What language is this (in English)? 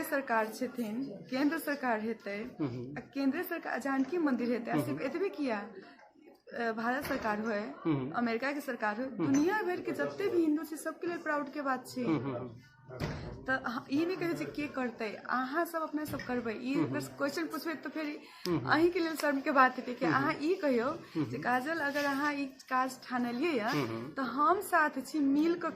Maithili